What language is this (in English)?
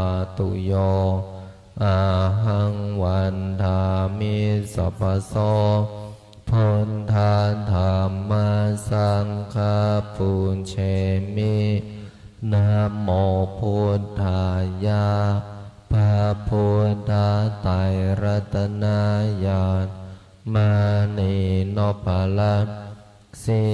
Pali